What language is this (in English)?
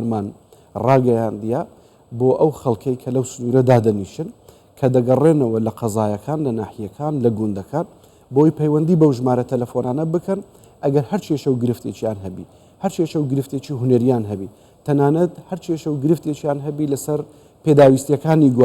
Central Kurdish